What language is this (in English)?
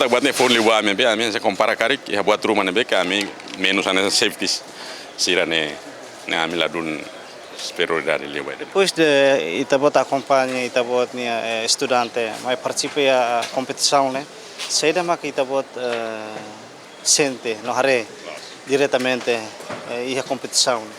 Tetum